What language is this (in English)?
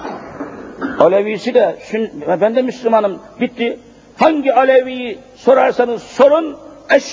Turkish